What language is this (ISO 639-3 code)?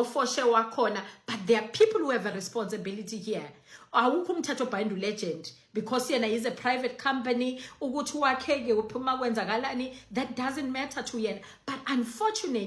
zul